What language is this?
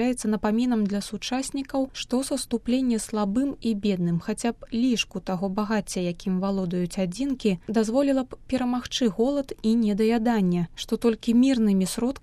Belarusian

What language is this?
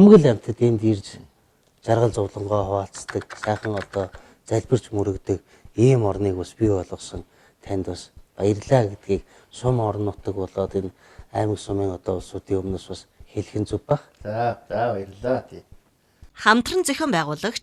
Mongolian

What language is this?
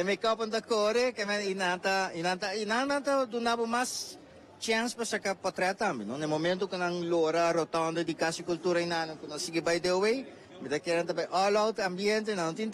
Papiamento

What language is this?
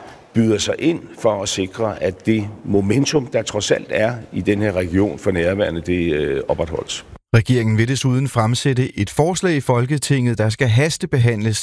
Danish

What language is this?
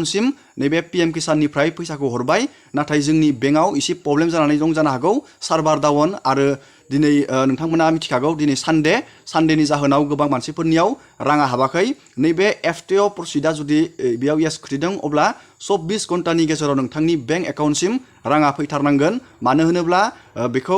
Bodo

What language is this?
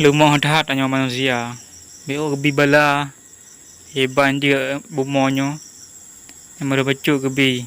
Achinese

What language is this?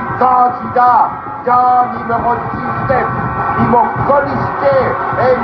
Morisyen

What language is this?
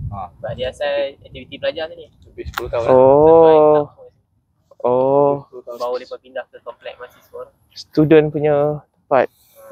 Malay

